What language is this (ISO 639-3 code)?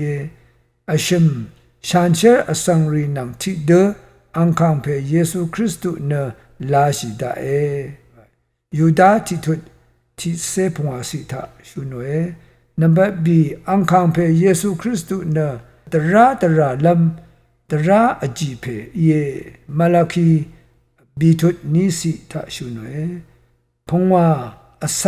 raw